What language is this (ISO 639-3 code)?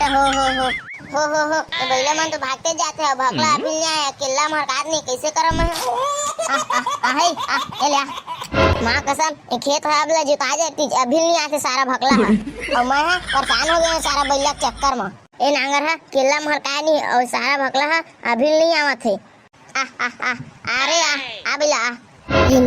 hne